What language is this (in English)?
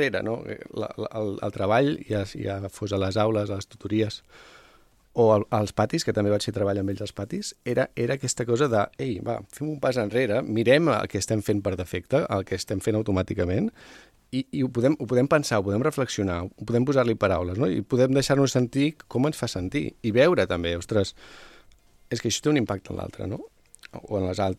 Catalan